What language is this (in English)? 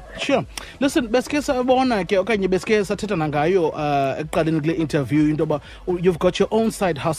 Xhosa